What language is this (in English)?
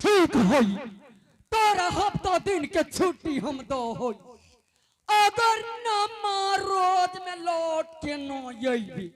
Angika